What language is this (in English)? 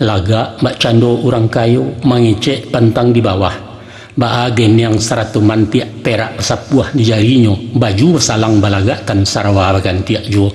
Minangkabau